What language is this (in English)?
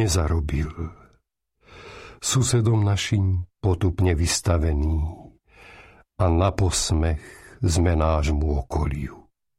Slovak